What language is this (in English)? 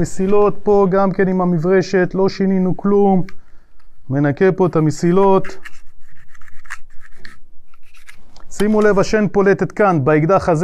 Hebrew